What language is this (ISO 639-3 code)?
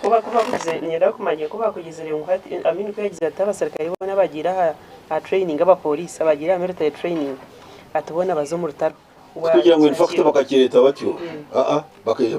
nyn